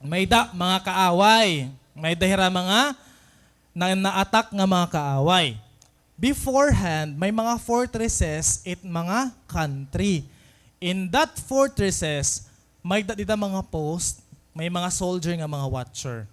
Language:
Waray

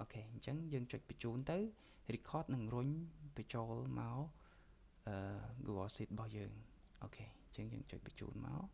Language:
Khmer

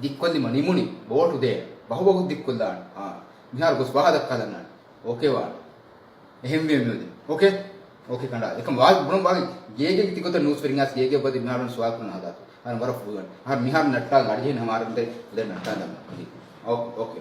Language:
Divehi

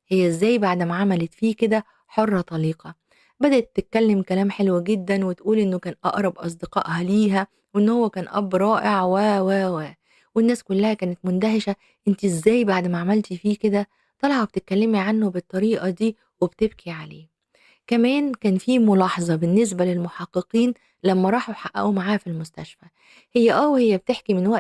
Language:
Egyptian Arabic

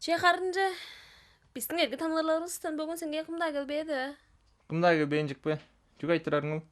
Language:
Tuvinian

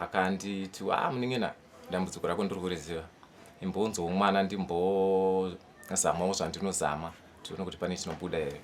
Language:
Shona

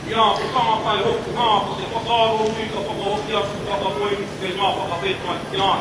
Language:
Māori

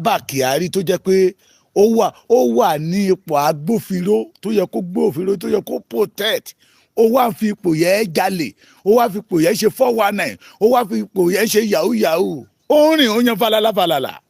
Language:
Yoruba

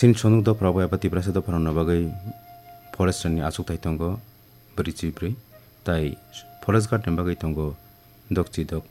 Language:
Kok Borok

